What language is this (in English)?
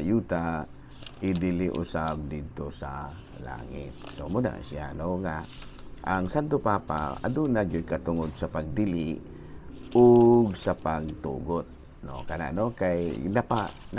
Cebuano